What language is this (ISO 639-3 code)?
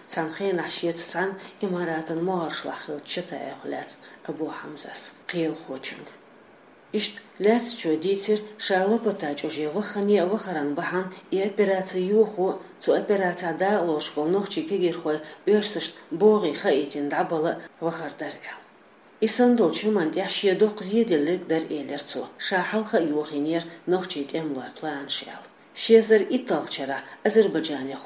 che